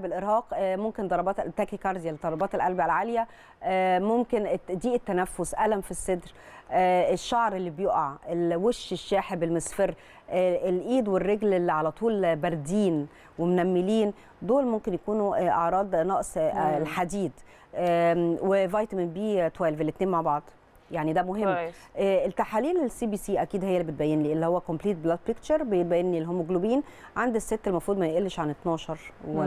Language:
Egyptian Arabic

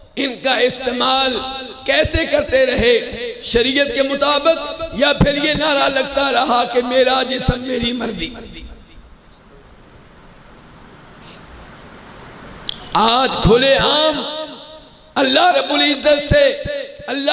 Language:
Urdu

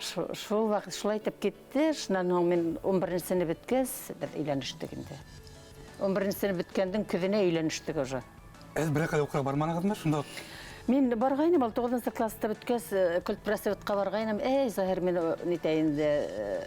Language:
Bashkir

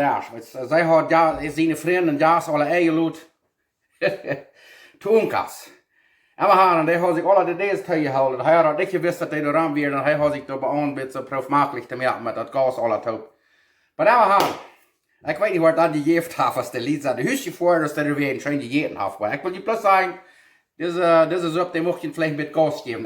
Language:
Plautdietsch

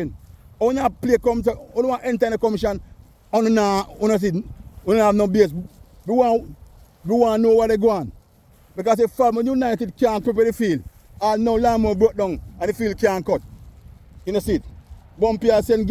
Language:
Jamaican Creole English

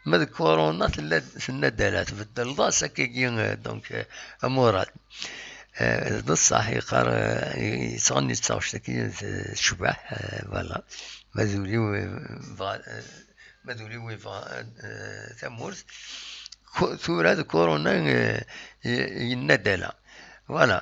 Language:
Kabyle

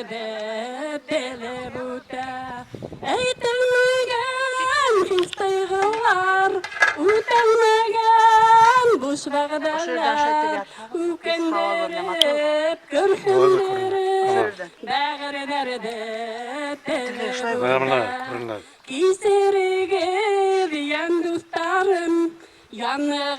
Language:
Bashkir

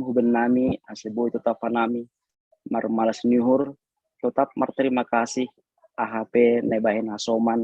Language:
Batak Simalungun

